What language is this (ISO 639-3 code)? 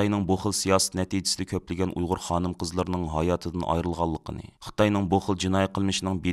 uig